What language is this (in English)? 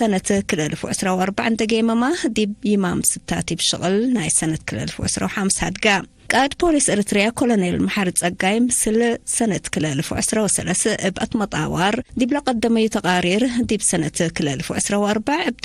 Tigre